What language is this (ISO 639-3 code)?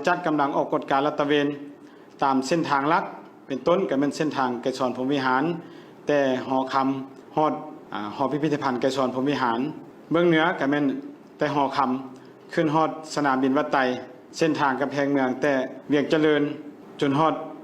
lao